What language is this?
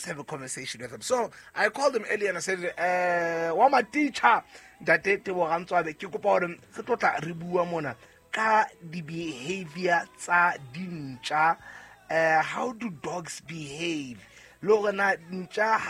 Southern Sotho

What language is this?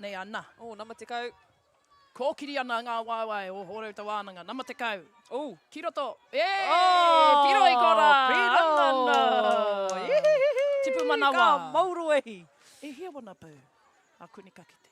Māori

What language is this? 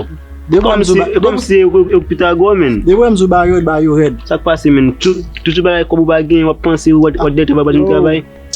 Haitian Creole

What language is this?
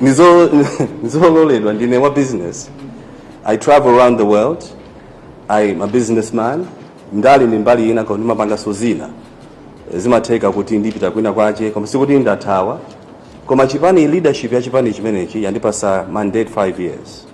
Nyanja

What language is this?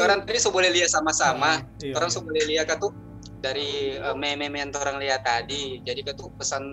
Manado Malay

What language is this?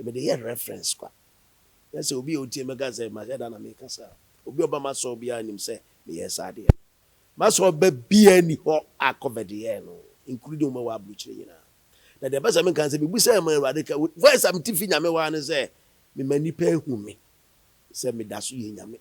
Akan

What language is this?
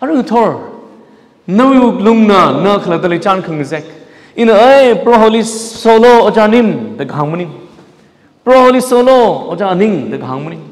Tangkhul Naga (India)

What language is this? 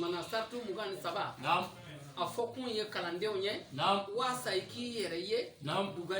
Bambara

